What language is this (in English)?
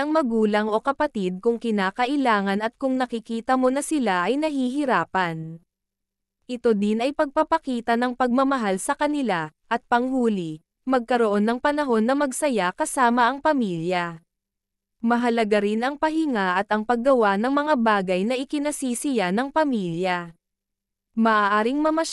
Filipino